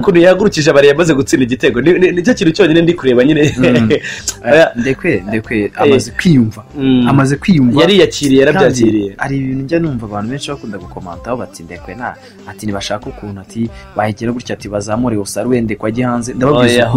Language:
Kinyarwanda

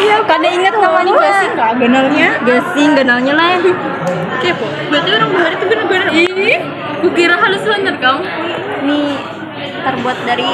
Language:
Banjar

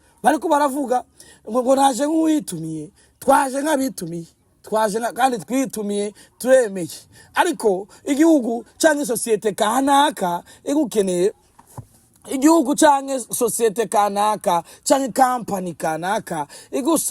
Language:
Rundi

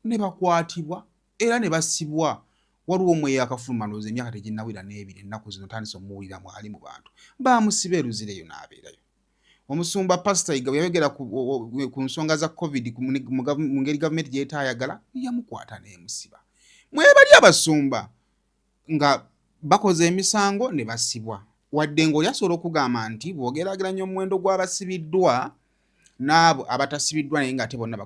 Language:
Ganda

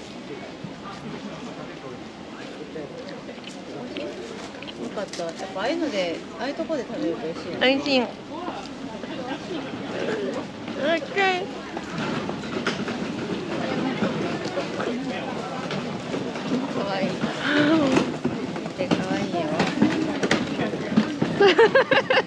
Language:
Japanese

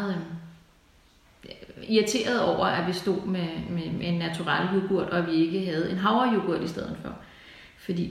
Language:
Danish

